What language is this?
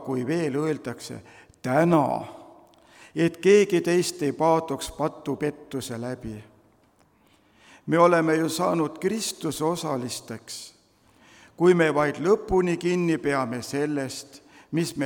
Estonian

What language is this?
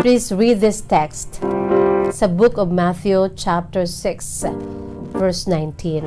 Hiligaynon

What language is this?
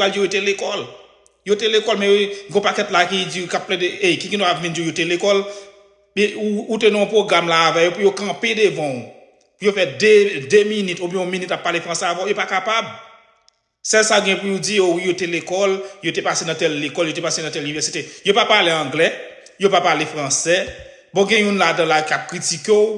Haitian Creole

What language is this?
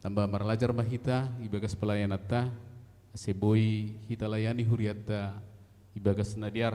Batak Simalungun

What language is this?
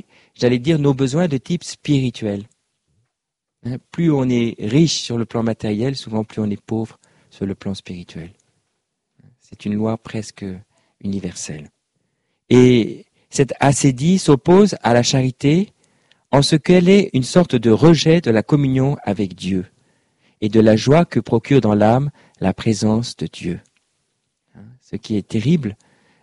French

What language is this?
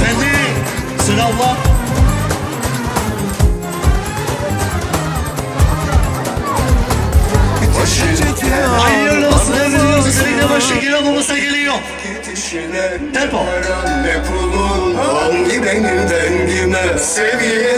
Turkish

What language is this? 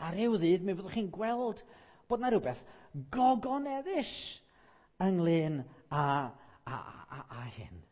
Welsh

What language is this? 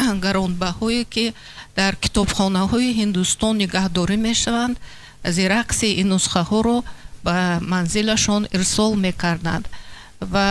Tajik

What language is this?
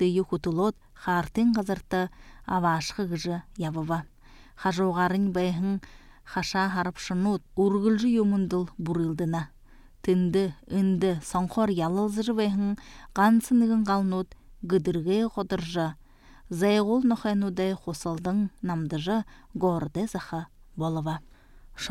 Buriat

